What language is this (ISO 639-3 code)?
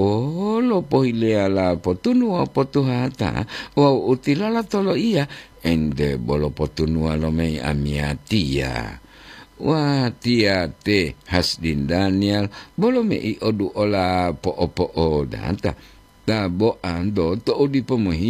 gor